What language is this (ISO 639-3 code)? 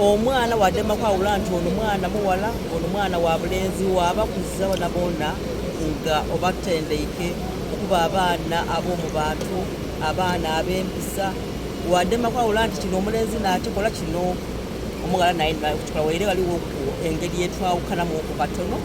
xog